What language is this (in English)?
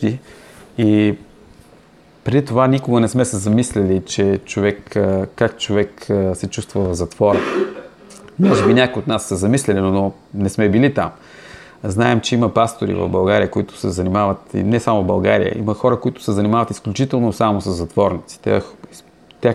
Bulgarian